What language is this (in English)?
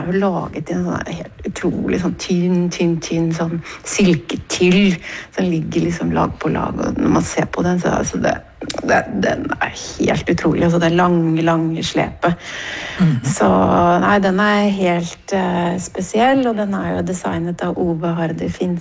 Norwegian